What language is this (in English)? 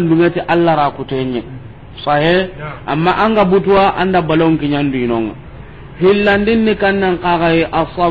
Soninke